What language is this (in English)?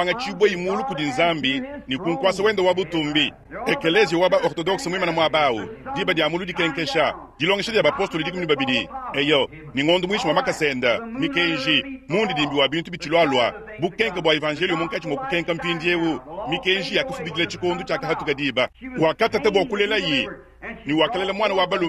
Luba-Lulua